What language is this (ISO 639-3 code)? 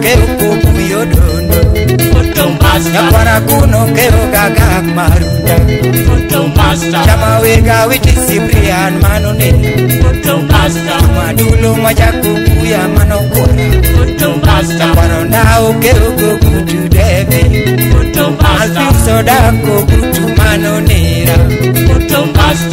luo